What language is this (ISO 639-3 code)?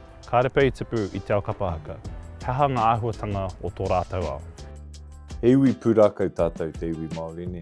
mri